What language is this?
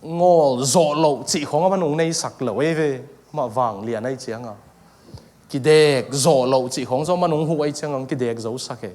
Tedim Chin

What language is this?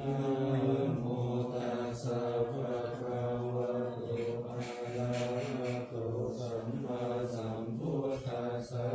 Pali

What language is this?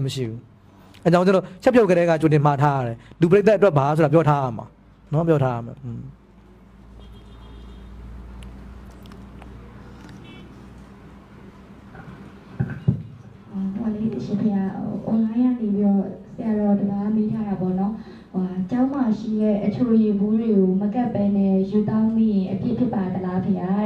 Burmese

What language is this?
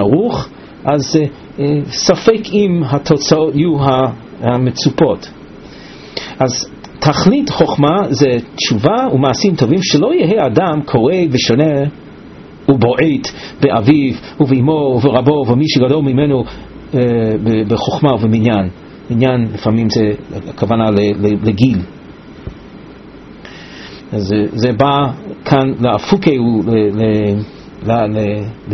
Hebrew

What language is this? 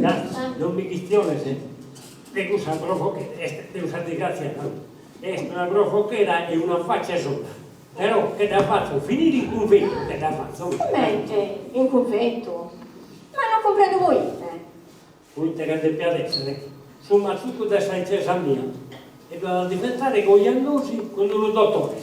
Sardinian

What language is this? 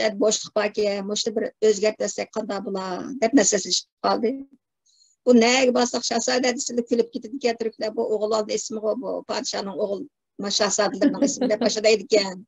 Uyghur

